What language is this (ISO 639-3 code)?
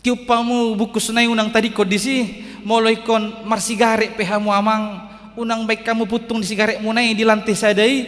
bbc